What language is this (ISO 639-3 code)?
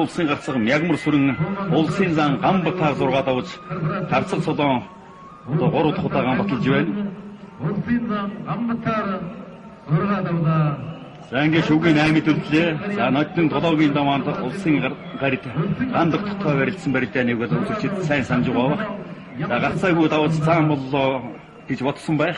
mon